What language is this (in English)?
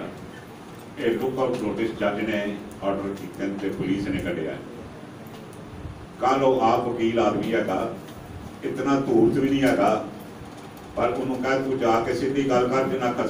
Punjabi